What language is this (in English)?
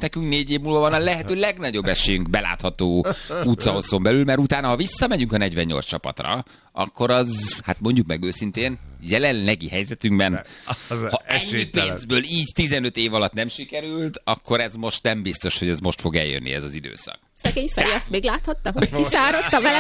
Hungarian